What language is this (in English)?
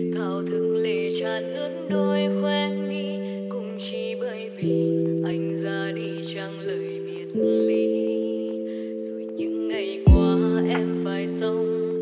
Vietnamese